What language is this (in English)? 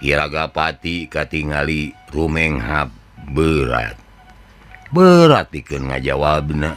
Sundanese